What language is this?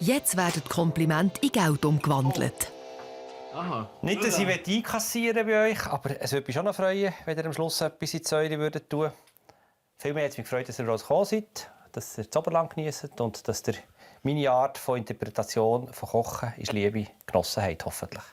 Swiss German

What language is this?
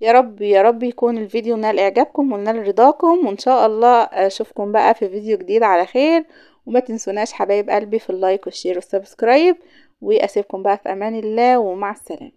Egyptian Arabic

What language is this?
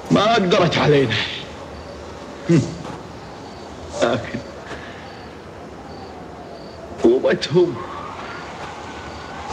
Gulf Arabic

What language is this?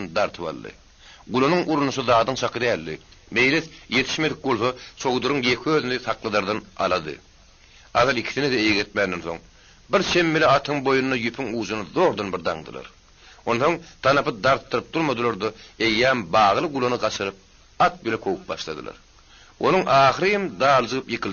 Turkmen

